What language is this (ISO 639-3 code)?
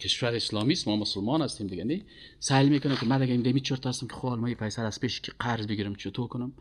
fas